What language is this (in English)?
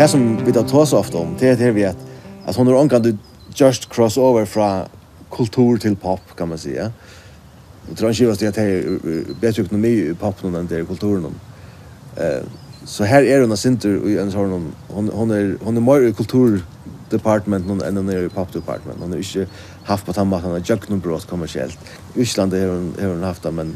Faroese